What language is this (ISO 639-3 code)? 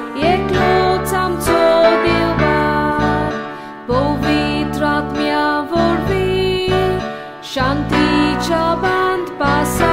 kok